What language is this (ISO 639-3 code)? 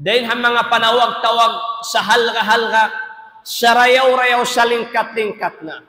tsg